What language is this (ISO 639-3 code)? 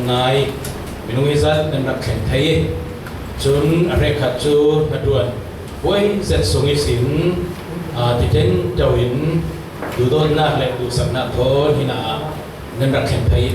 cfm